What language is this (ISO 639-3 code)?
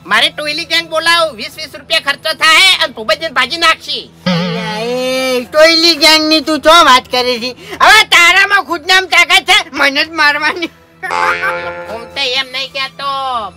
guj